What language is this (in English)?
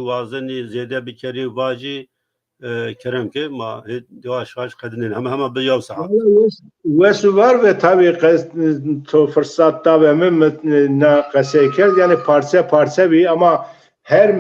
Zaza